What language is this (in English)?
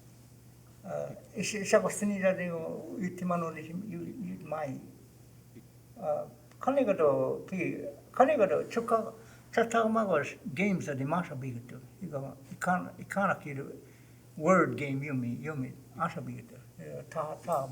Choctaw